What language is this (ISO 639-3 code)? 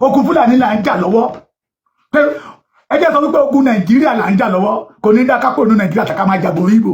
yor